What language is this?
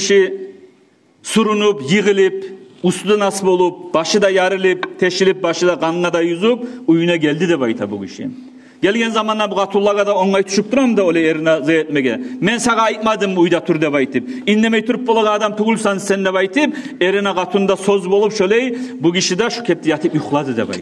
Kumyk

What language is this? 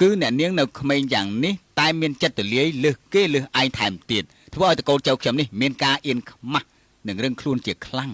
Khmer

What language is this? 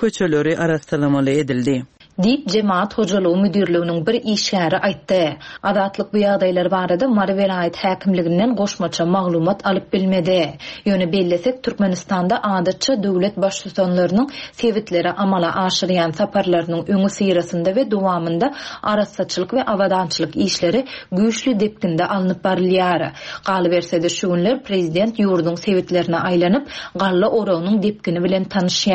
Turkmen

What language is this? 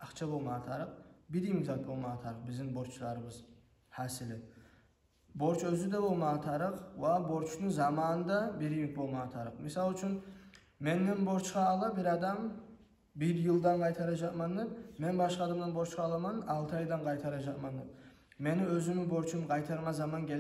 Kumyk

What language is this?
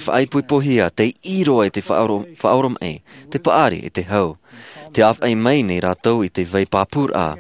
Tahitian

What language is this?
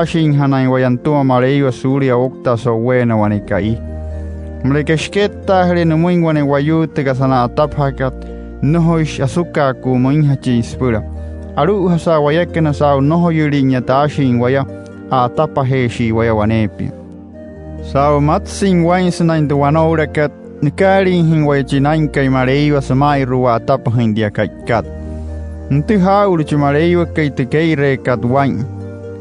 Wayuu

